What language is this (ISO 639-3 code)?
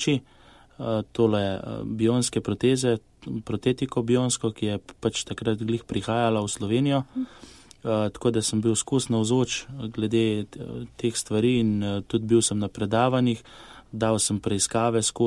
slv